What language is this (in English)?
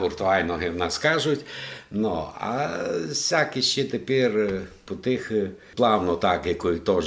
Rusyn